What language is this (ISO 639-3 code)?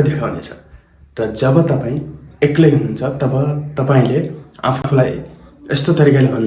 nep